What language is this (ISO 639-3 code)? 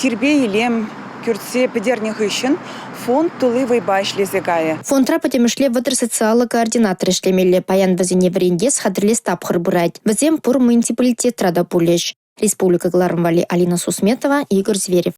chv